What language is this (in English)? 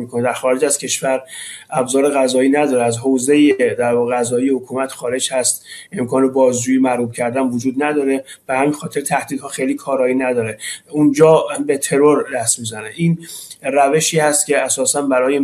Persian